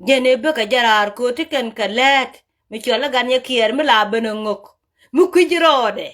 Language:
Nuer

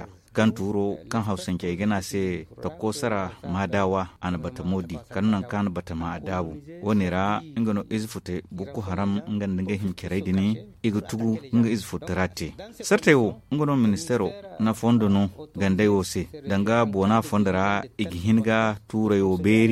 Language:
Zarma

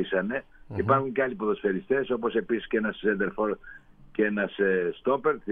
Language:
Greek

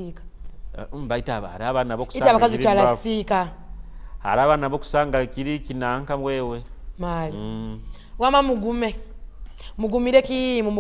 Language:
Nyoro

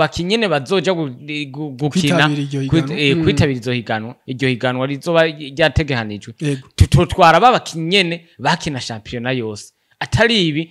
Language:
Rundi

